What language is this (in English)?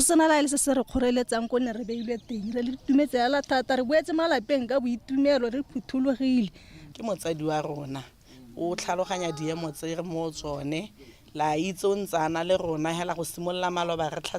Tswana